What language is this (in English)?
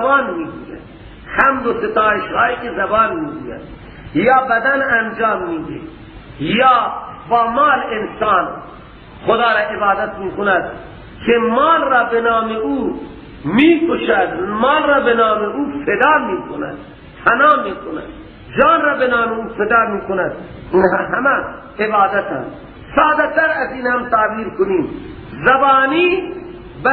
Persian